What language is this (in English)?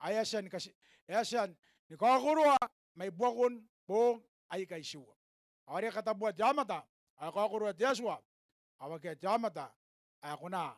Gilbertese